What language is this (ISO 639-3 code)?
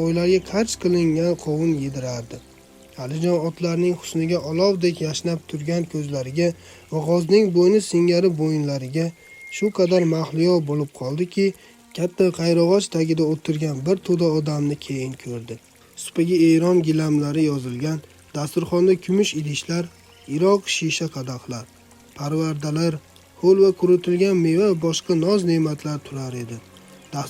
uzb